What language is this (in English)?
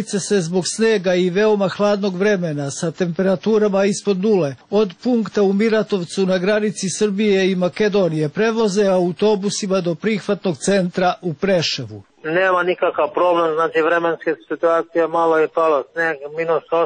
Serbian